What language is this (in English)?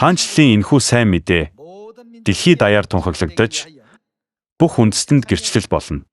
Mongolian